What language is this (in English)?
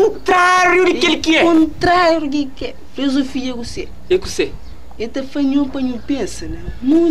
Kabuverdianu